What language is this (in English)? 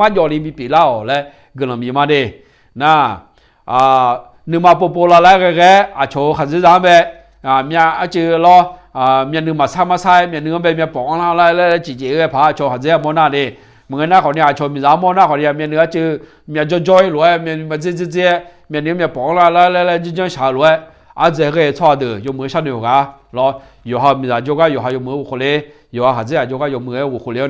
Akha